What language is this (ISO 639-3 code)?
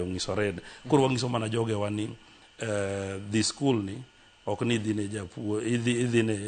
luo